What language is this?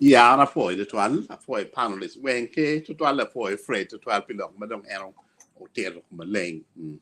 Acoli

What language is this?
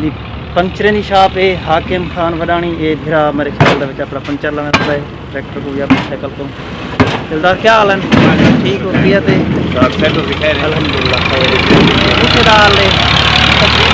Saraiki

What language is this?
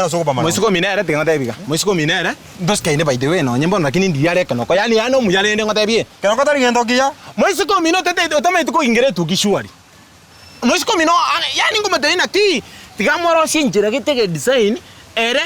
Gusii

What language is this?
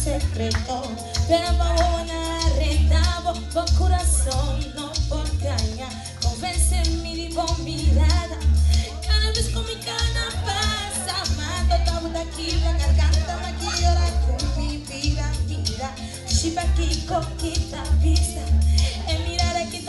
Papiamento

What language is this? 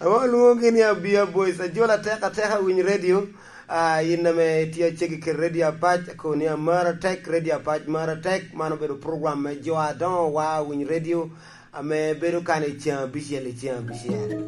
Lango (Uganda)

